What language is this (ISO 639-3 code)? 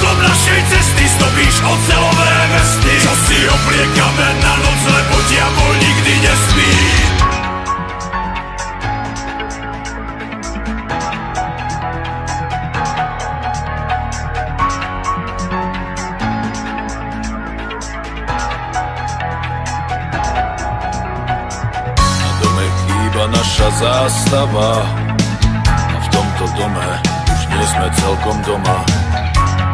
slk